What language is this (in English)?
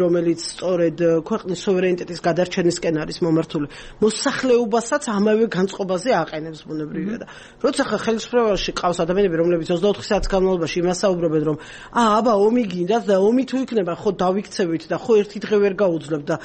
Georgian